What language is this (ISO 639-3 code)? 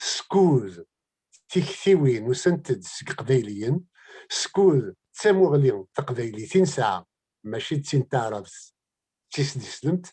kab